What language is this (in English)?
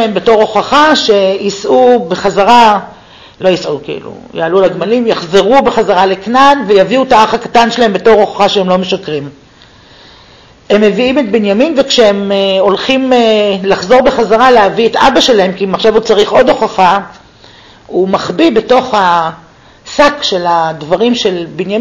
Hebrew